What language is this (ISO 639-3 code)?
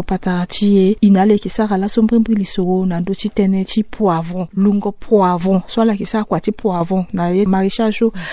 sag